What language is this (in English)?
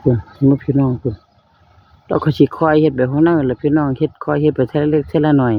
Northeastern Thai